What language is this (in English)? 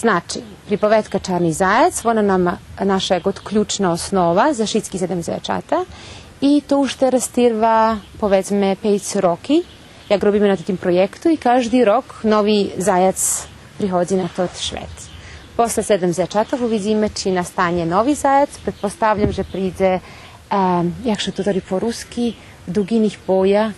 Rusyn